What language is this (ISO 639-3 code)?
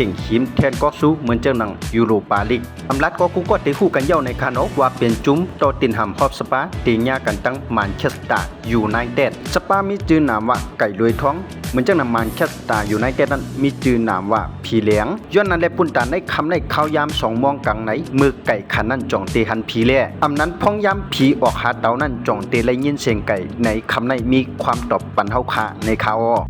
shn